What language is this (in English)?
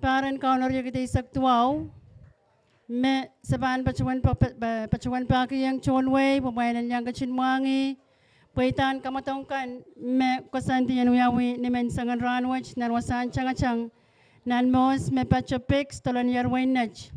Pohnpeian